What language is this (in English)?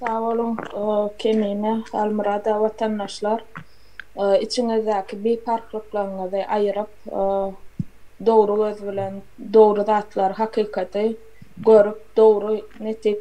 Turkmen